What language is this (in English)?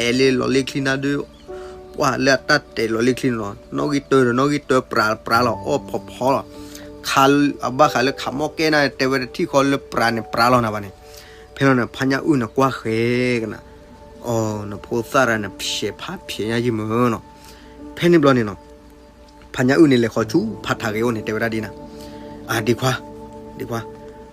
S'gaw Karen